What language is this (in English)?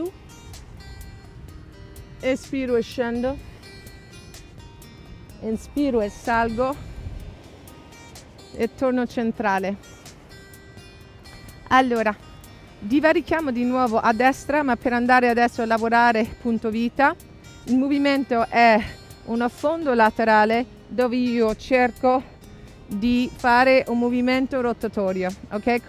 Italian